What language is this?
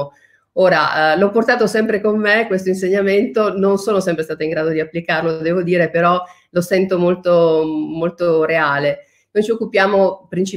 Italian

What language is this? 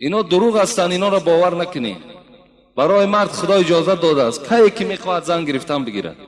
Tajik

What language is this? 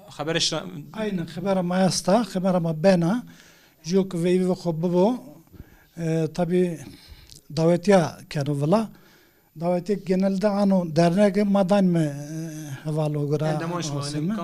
Zaza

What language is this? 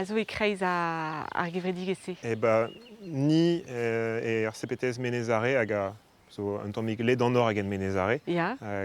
Breton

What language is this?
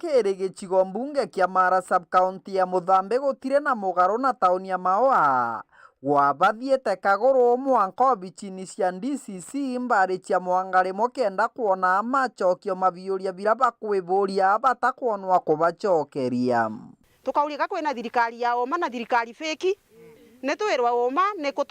Meru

